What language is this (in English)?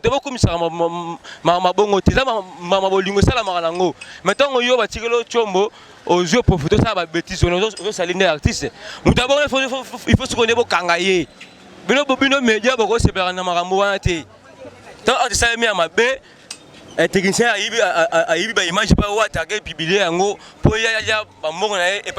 Lingala